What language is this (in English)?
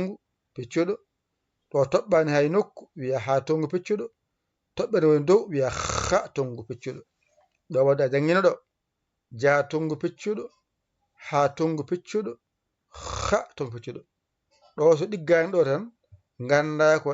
Fula